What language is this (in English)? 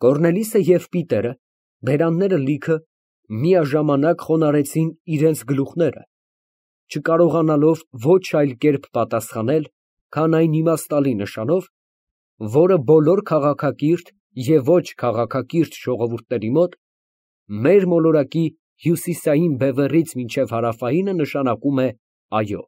Armenian